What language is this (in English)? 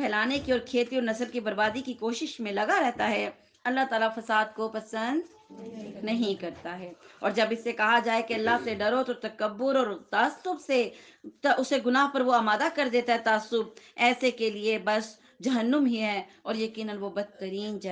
Urdu